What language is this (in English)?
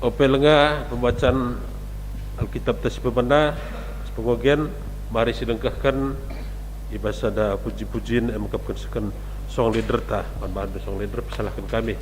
Batak Karo